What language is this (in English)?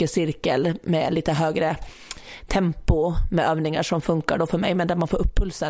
Swedish